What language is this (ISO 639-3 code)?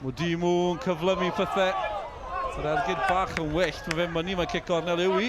cym